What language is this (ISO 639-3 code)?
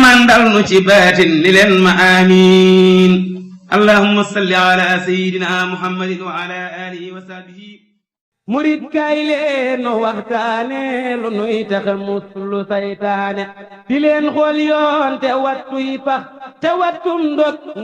wol